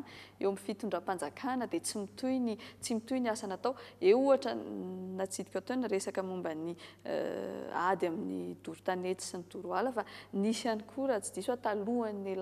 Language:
Malagasy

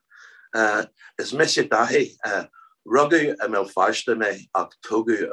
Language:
Irish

